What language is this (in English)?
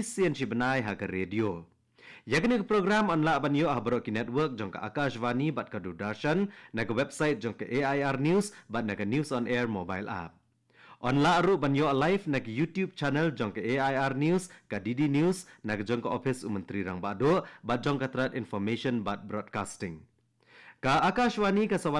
Khasi